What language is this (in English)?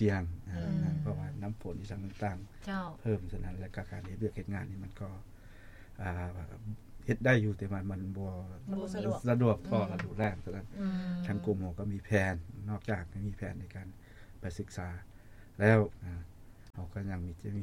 Lao